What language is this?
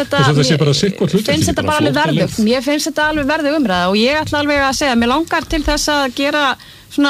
Icelandic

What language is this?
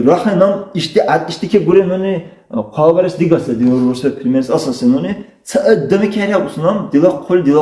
Dargwa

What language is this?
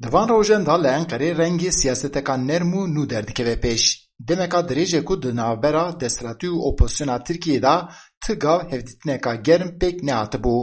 Kurdish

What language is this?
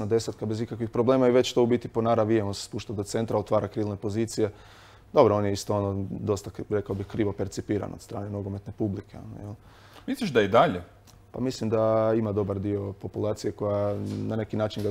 Croatian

